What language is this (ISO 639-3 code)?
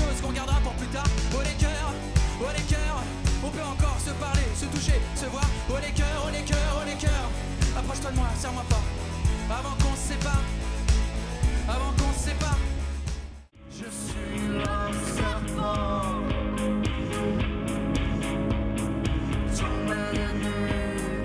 fra